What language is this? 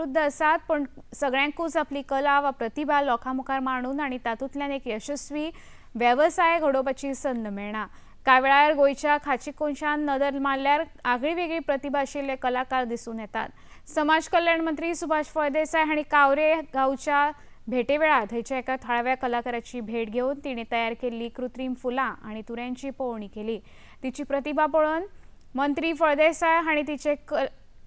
Konkani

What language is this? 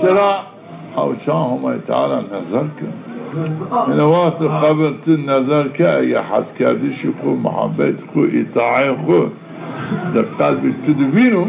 Zaza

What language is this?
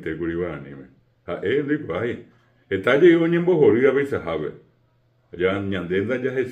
Guarani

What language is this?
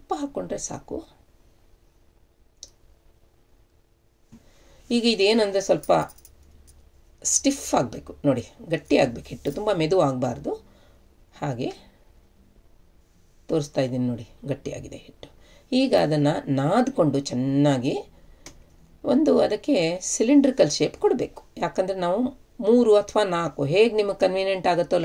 Kannada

